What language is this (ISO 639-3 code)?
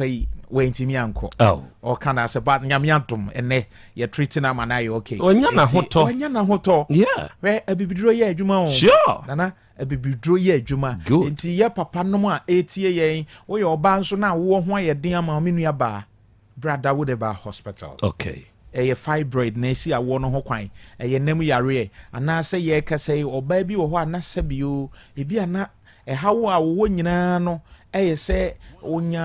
aka